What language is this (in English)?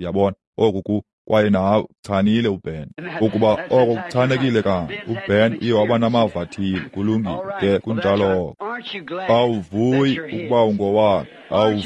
Xhosa